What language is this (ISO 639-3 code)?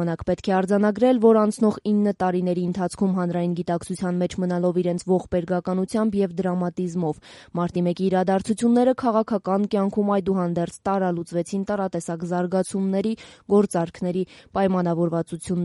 hye